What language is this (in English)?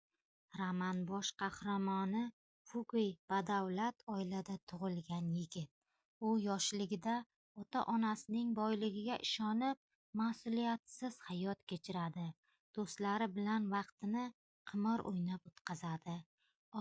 Uzbek